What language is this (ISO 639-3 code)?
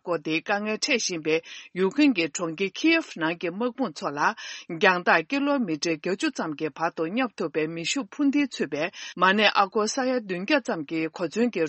bod